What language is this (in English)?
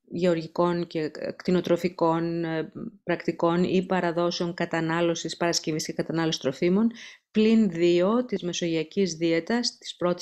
Greek